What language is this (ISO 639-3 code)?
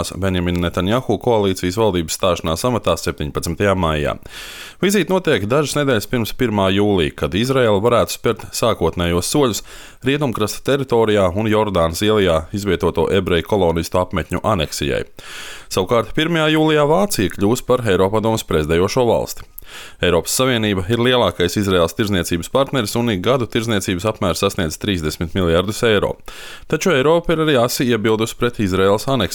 lav